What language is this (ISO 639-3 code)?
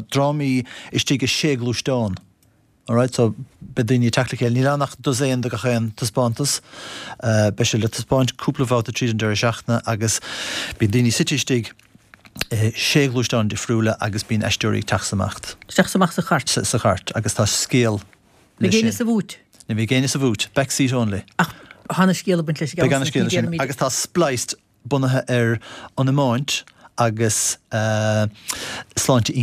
gle